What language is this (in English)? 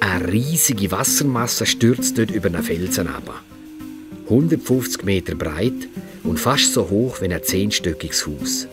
Swiss German